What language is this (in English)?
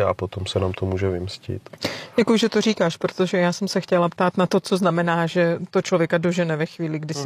Czech